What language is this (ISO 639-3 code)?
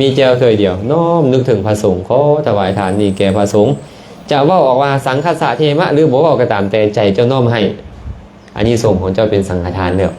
lao